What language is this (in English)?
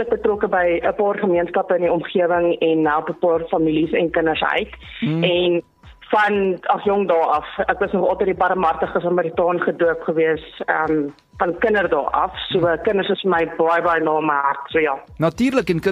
Afrikaans